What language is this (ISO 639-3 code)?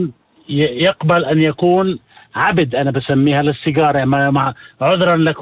apc